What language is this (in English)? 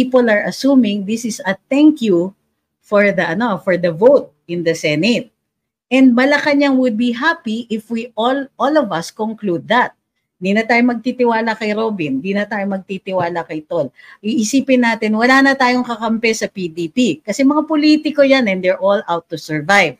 Filipino